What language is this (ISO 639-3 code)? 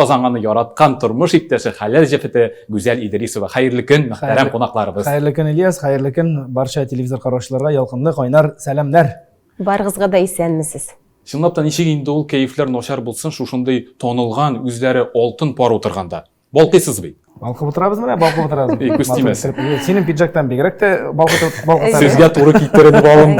tat